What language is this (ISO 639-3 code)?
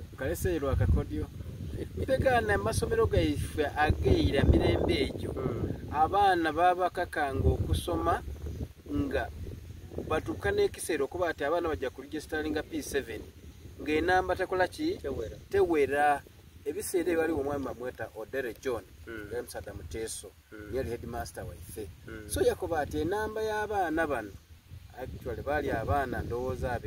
xog